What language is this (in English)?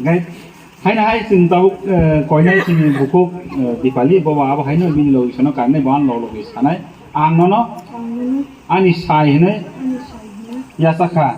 Kok Borok